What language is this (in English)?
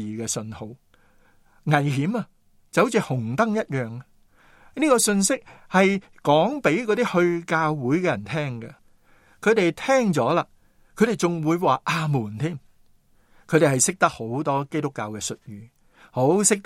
Cantonese